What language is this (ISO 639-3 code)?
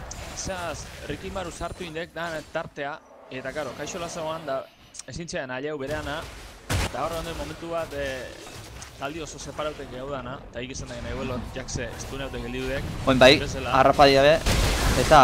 eus